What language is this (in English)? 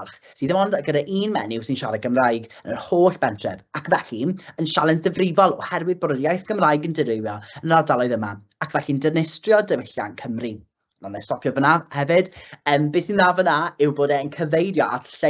Welsh